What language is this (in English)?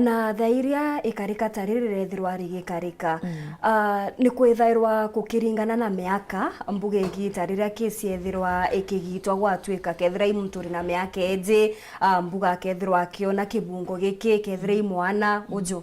Meru